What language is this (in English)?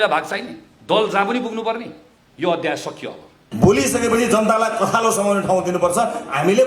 Nepali